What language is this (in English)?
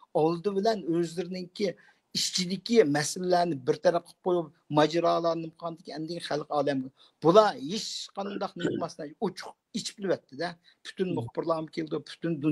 Uyghur